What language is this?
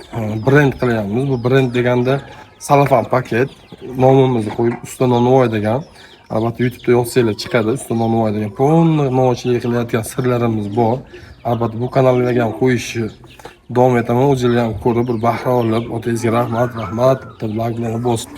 Uzbek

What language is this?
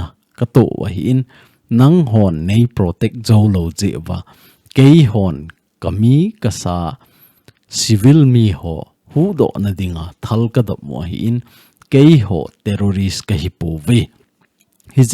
Thado Chin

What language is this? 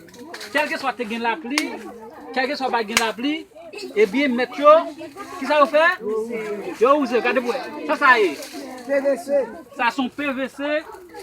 Haitian Creole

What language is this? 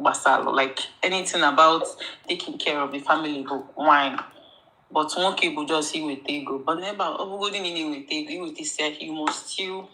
Igbo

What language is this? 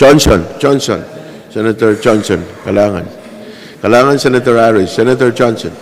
Pohnpeian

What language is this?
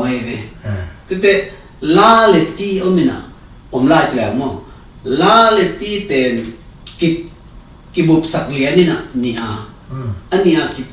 Tedim Chin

